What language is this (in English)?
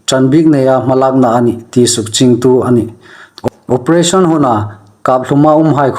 Hmar